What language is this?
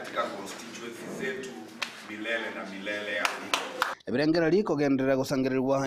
Gusii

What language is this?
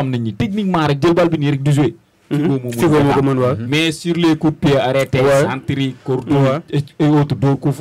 Wolof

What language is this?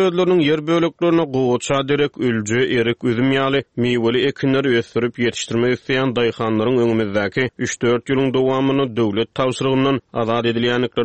Turkmen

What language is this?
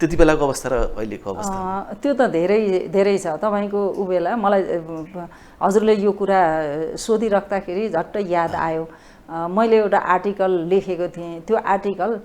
Nepali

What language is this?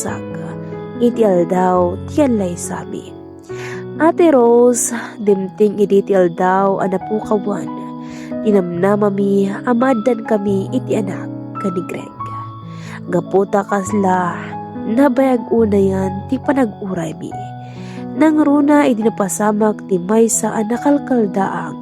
Iloko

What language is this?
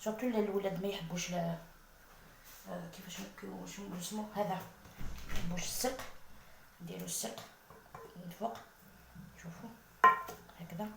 Algerian Arabic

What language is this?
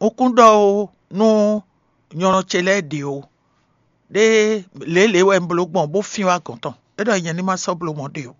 Fon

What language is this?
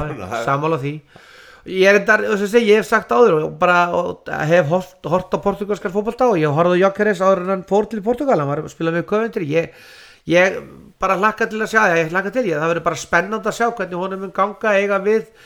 Icelandic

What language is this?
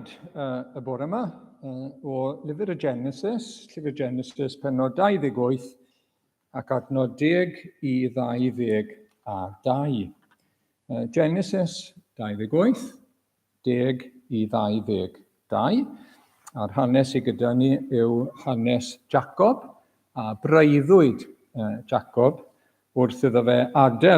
Welsh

